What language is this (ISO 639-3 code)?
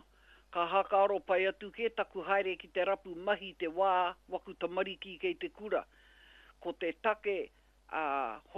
mri